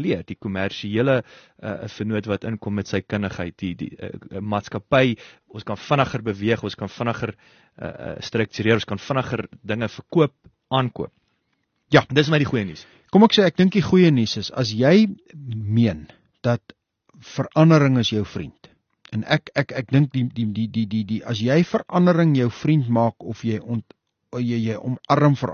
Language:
Afrikaans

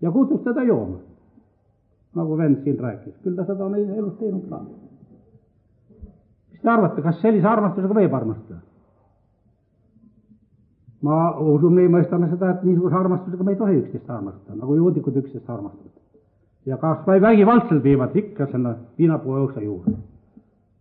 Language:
Estonian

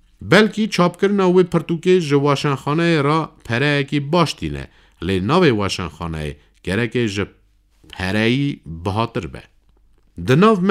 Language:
Kurdish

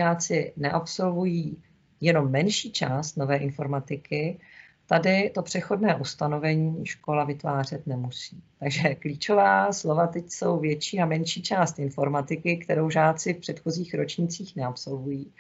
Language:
Czech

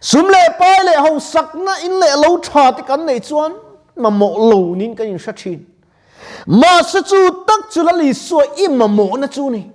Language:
Mizo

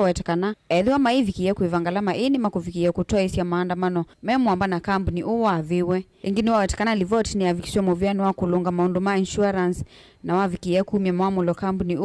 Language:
Kamba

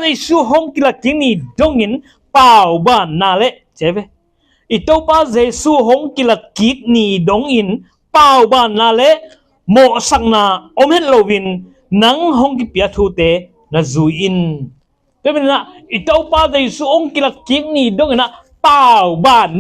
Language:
Tedim Chin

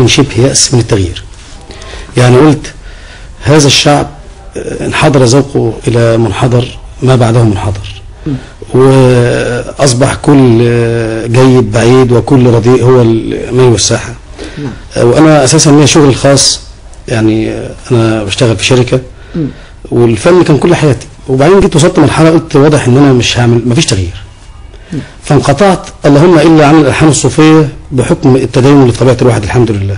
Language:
Egyptian Arabic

